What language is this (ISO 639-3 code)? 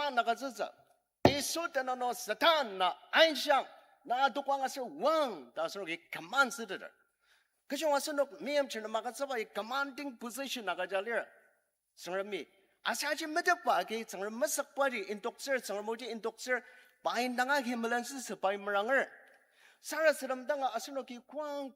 njo